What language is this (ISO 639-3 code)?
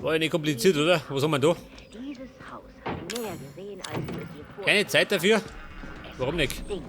bar